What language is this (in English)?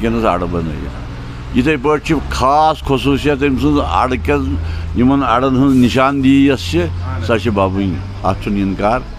Kashmiri